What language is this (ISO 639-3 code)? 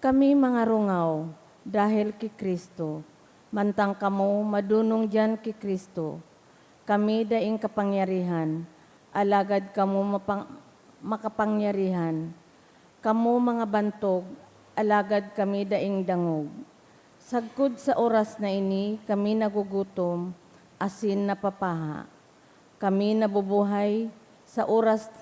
bik